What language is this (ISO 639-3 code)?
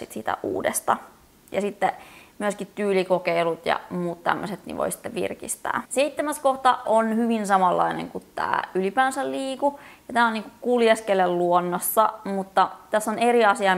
fin